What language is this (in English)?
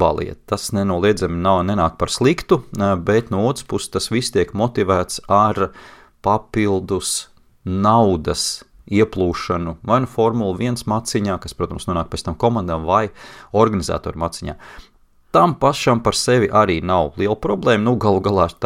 Latvian